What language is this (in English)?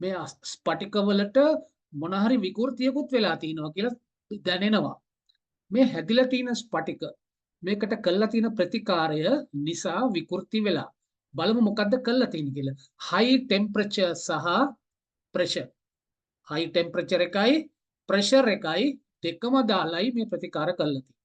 Sinhala